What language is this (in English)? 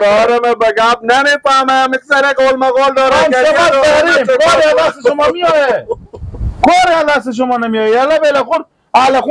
Persian